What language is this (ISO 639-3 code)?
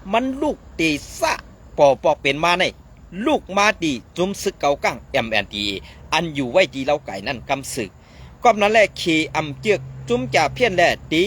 shn